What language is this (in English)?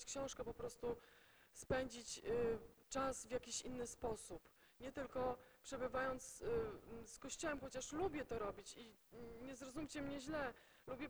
Polish